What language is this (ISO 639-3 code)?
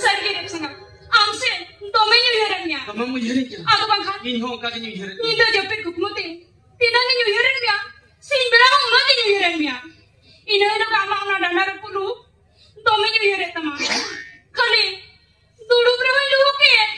sat